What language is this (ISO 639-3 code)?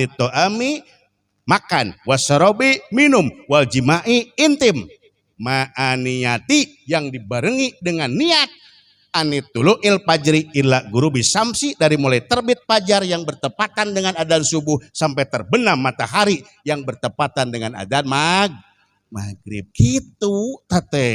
sun